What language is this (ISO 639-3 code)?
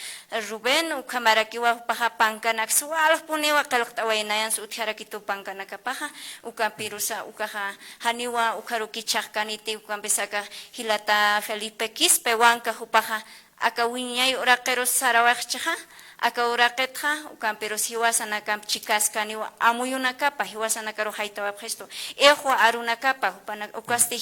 aym